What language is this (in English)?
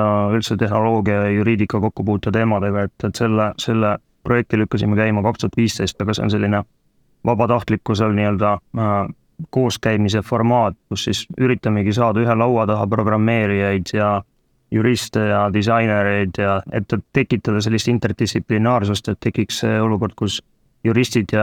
Estonian